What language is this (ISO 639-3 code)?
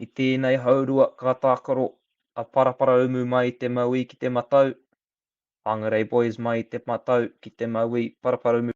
mri